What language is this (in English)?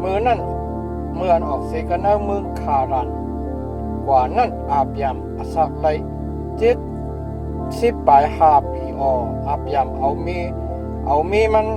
Shan